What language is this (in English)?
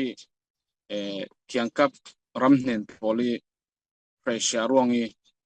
Falam Chin